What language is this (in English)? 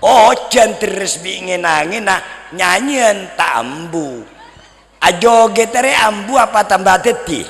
Madurese